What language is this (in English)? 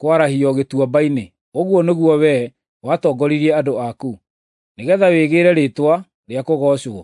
Kikuyu